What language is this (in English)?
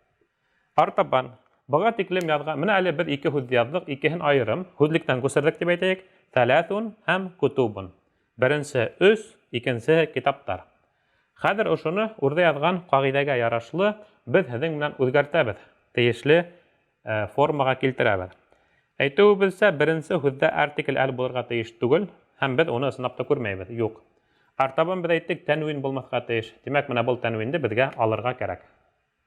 Bashkir